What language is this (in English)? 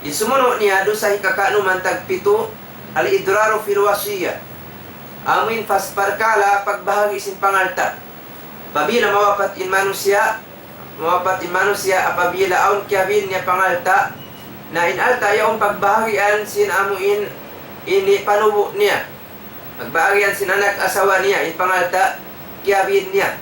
Tausug